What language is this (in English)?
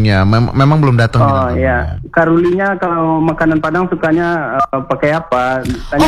Indonesian